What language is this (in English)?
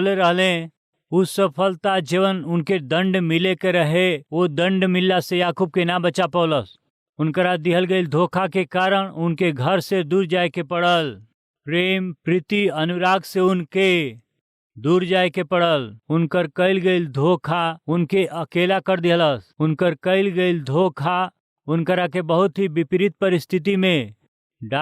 Bhojpuri